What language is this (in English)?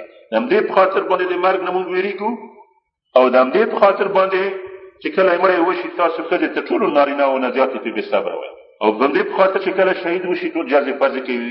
Pashto